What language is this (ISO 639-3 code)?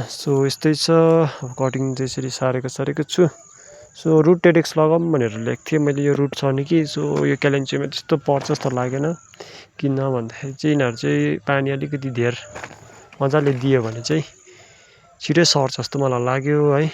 nep